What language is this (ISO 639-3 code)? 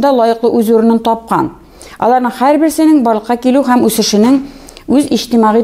tat